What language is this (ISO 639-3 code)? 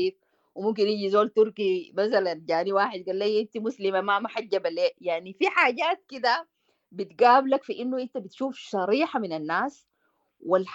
apd